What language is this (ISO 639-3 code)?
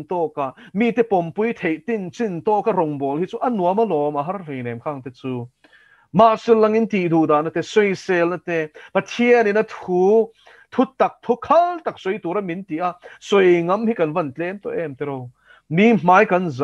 lus